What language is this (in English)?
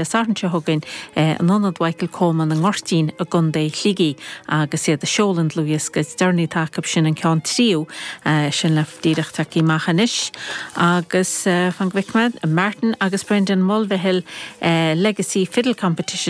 Irish